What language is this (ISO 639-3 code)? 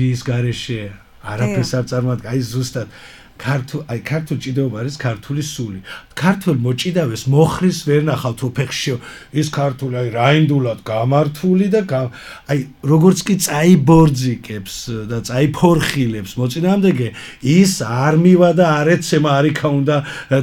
kat